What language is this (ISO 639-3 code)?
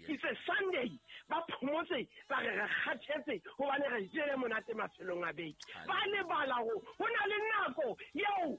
sot